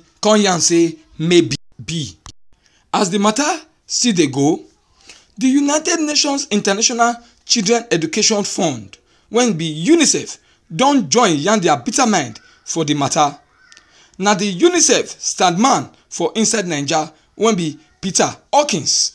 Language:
Nigerian Pidgin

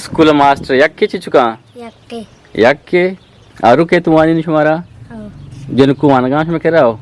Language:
Eastern Balochi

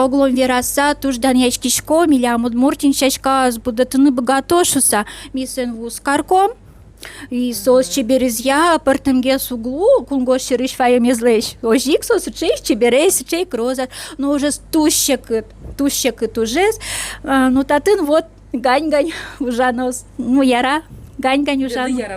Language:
Udmurt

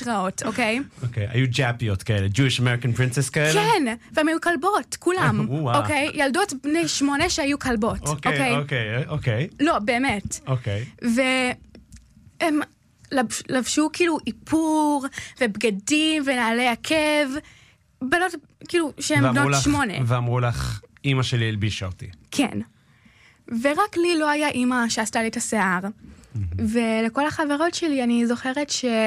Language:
Hebrew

